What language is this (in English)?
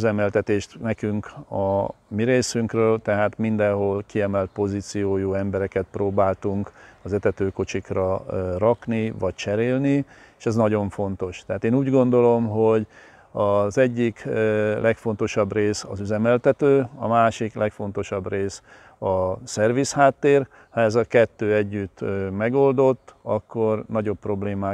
Hungarian